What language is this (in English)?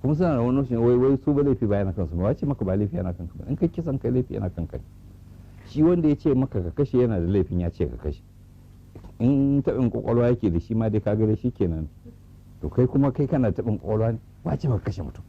Hausa